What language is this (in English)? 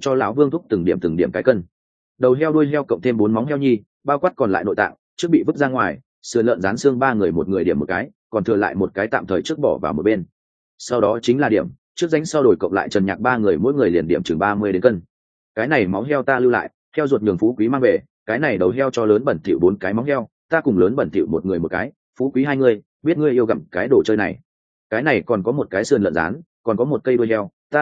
Vietnamese